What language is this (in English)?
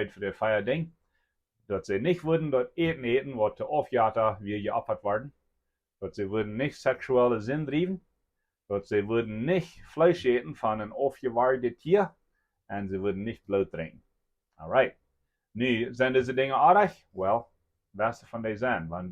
Plautdietsch